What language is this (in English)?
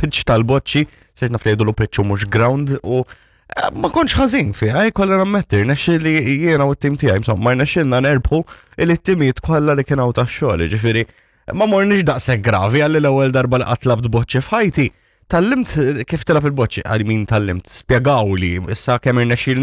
Maltese